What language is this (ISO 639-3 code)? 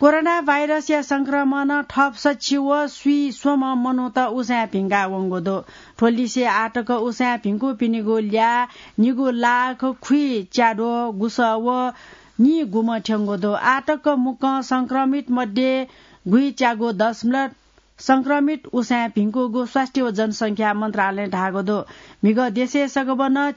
new